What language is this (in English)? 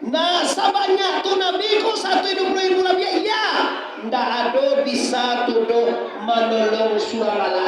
Minangkabau